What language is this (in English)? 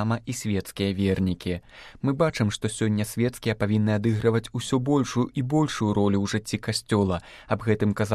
Belarusian